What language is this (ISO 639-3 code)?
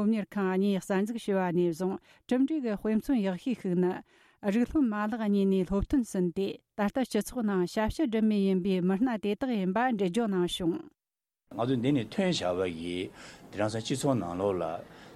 bod